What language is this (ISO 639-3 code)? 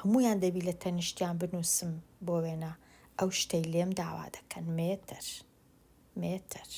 ckb